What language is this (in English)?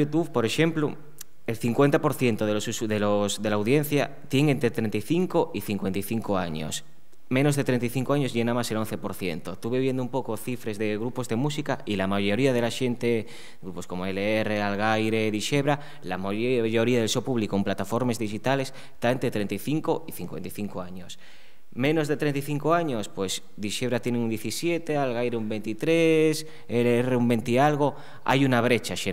Asturian